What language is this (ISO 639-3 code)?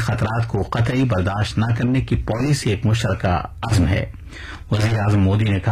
urd